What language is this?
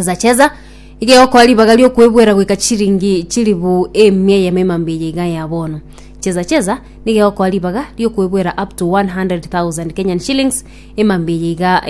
Gusii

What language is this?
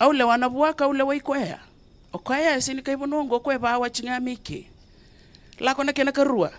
Fijian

